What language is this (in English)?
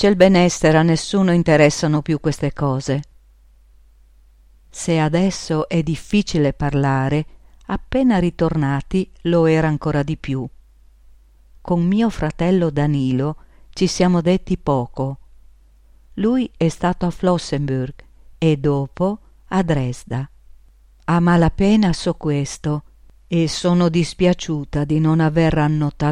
Italian